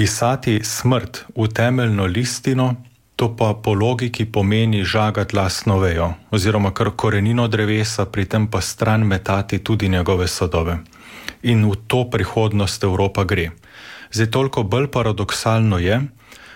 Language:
Slovenian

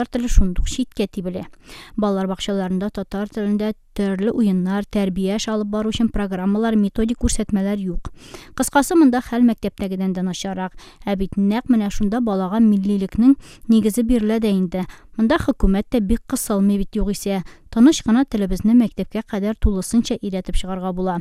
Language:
Tatar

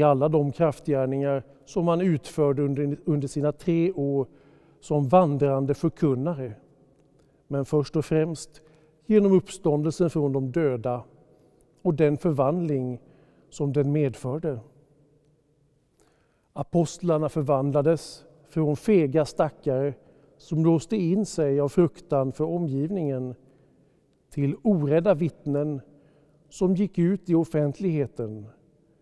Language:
Swedish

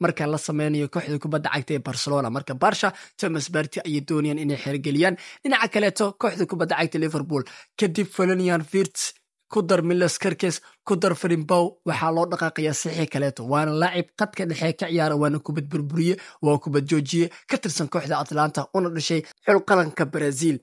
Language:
Somali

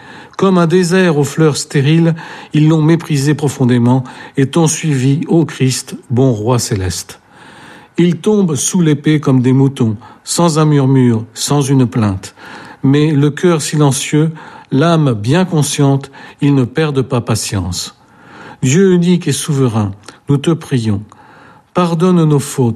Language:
French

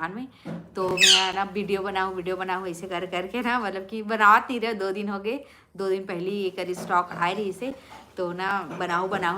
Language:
Chhattisgarhi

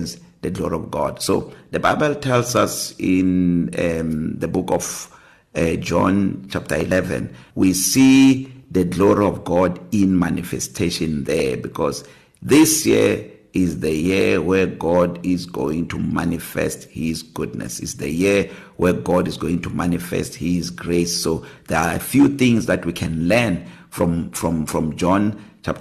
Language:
English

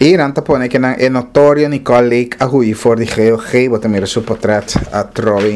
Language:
Papiamento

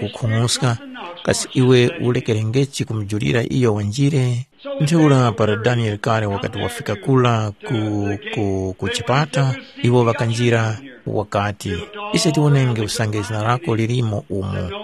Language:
Tumbuka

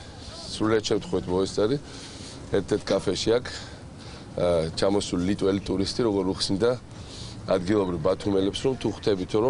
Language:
Georgian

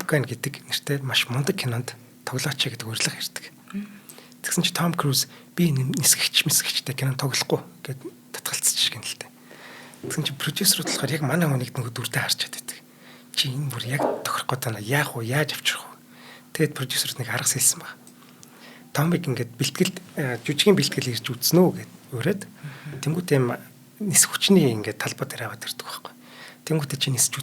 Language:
Mongolian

